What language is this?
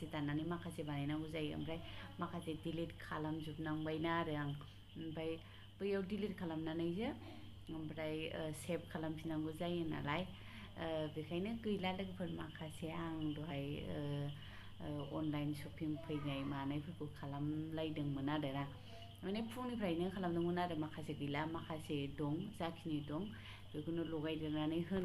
Bodo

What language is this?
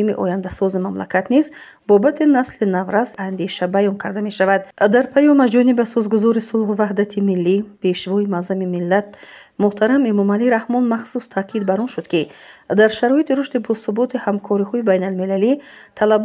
Tajik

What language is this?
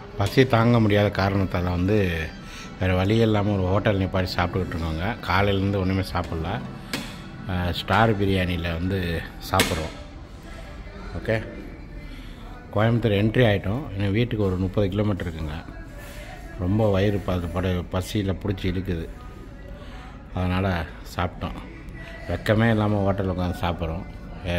Tamil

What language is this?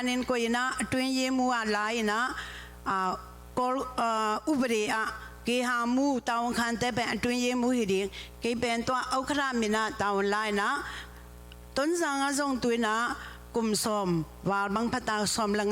Tedim Chin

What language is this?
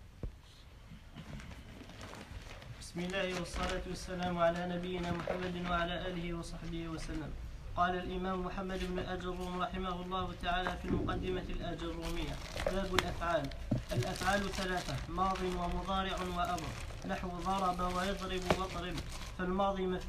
Arabic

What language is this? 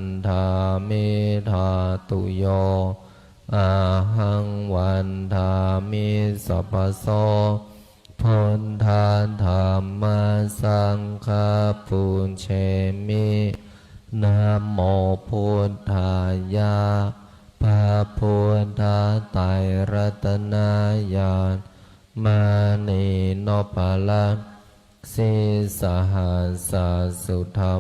Pali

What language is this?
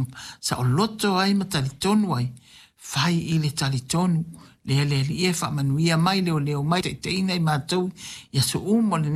Samoan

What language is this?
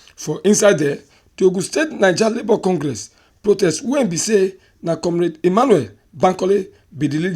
Nigerian Pidgin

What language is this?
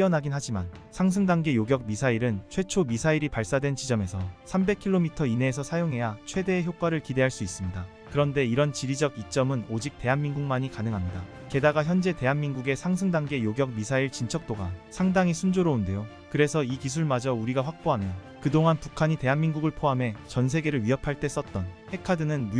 Korean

